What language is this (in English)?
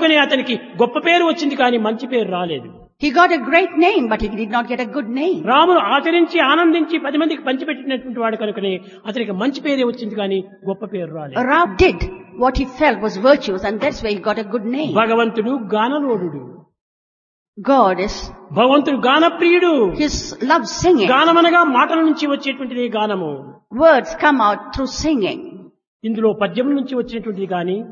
Telugu